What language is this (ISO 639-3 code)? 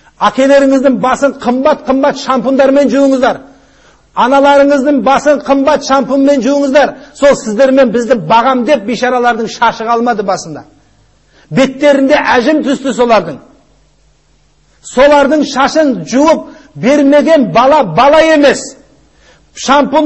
kaz